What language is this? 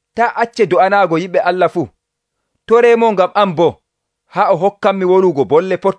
Nigerian Fulfulde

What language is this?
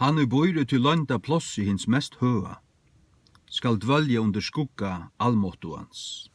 Faroese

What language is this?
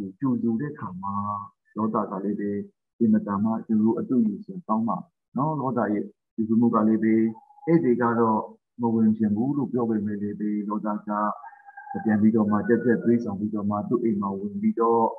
Burmese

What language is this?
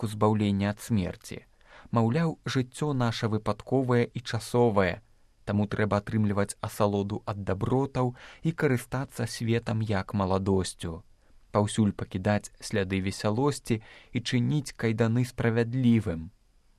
Belarusian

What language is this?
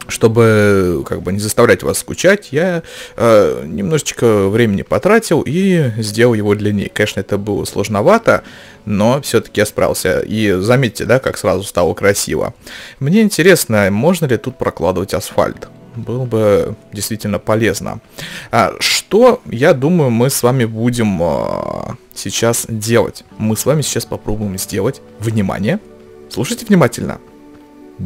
Russian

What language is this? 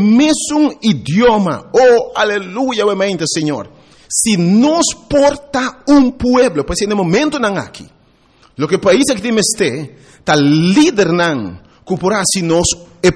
Papiamento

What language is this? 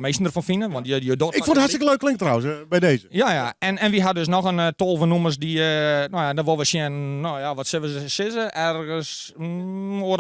Western Frisian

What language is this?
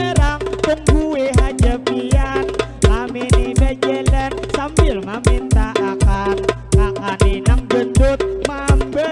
Banjar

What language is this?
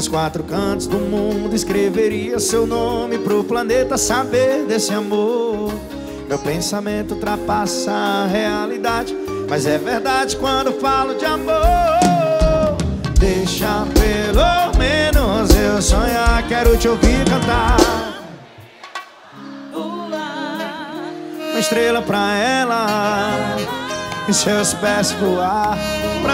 Portuguese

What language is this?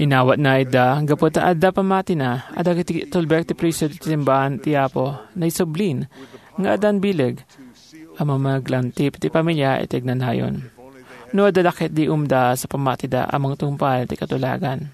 Iloko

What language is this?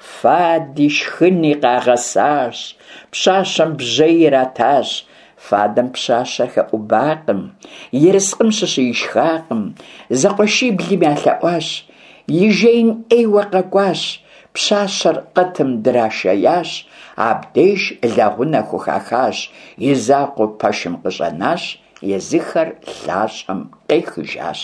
Kabardian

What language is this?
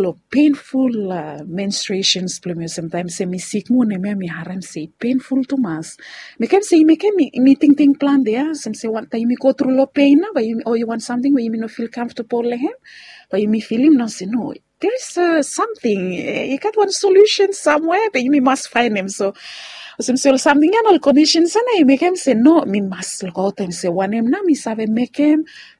Bislama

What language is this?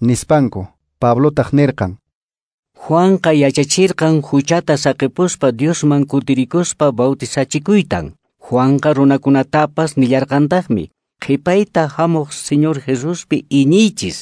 Quechua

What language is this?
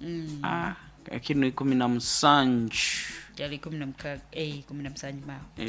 Nyoro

